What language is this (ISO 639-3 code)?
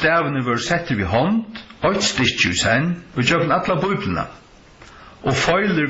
fao